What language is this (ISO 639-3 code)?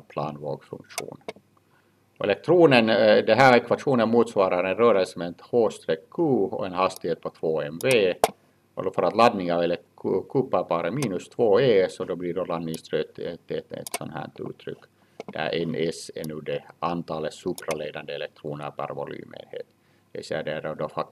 swe